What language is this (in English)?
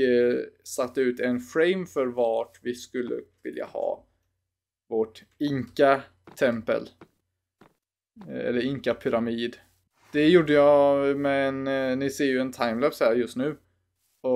Swedish